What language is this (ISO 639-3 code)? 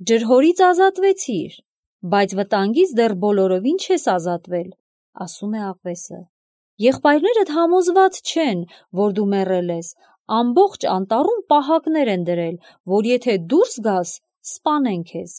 hye